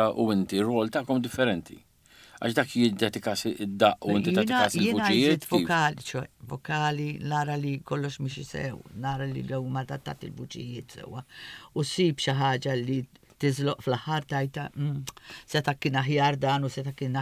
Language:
Maltese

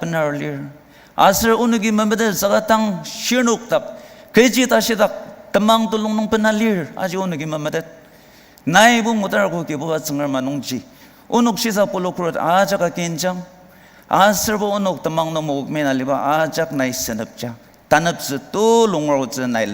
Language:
Ao Naga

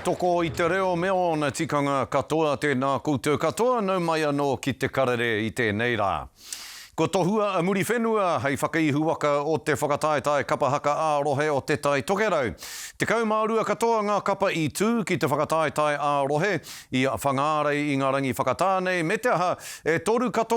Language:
Māori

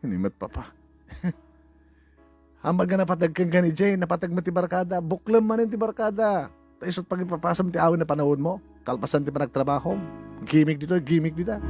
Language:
Iloko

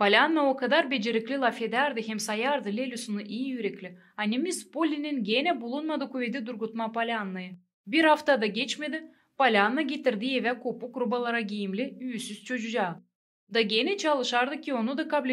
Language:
Gagauz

